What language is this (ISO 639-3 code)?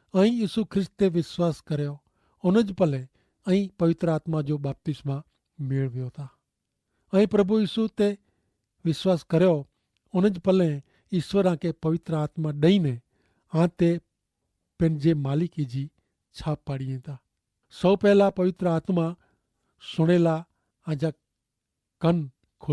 kfr